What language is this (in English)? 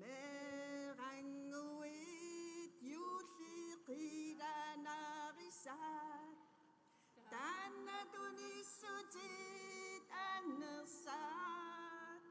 Kalaallisut